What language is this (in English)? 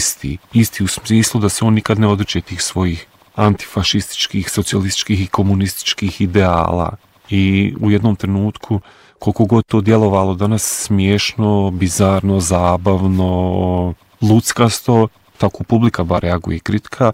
Bosnian